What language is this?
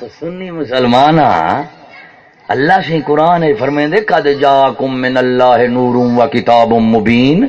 Saraiki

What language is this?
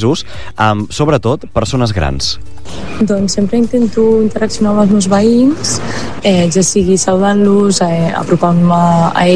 Catalan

